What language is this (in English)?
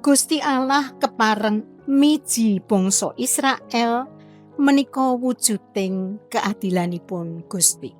Javanese